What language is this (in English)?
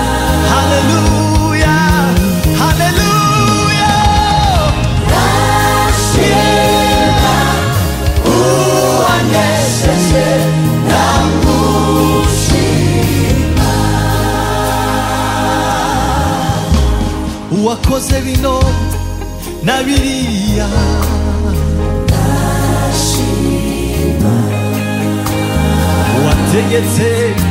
Kinyarwanda